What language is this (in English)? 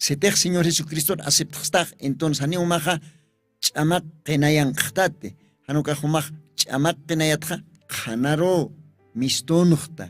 Aymara